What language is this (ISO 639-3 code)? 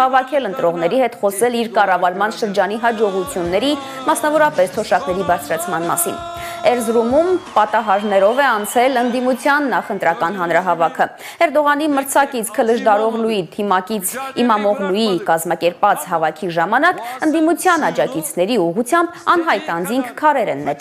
hye